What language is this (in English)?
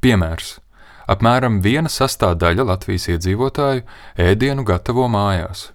Latvian